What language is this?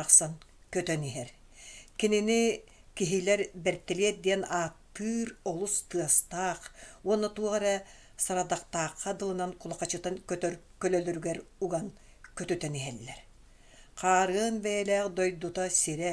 Yakut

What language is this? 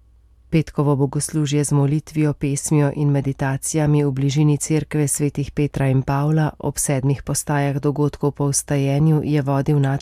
Slovenian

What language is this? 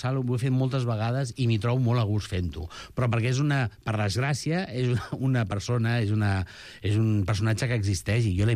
Catalan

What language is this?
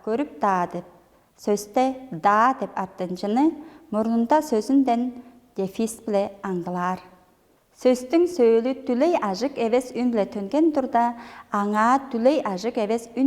Tuvinian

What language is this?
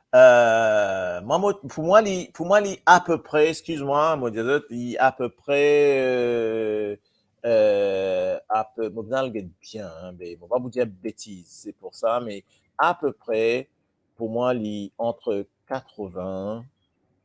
Morisyen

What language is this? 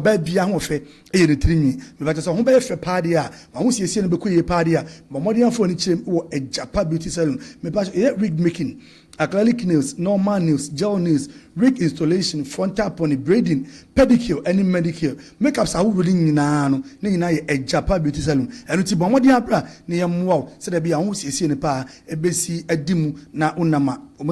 Akan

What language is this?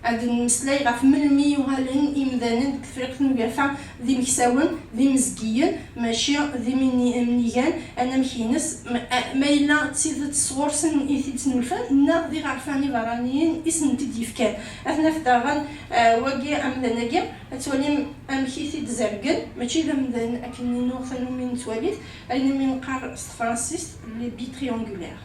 Kabyle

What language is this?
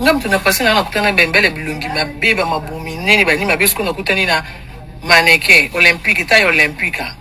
Lingala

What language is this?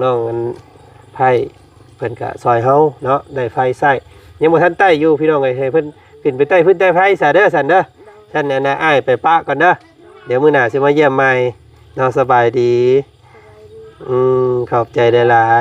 Lao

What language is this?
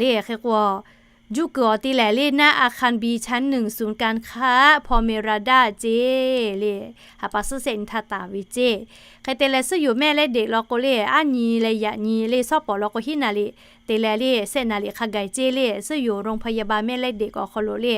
Lahu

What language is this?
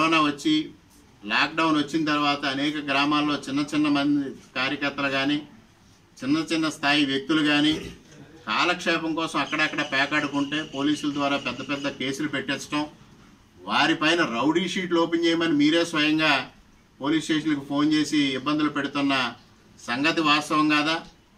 Telugu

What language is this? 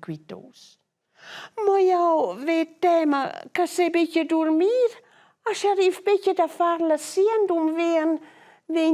Romansh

